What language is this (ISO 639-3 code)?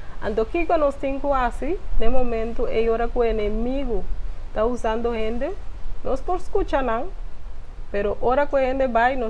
pap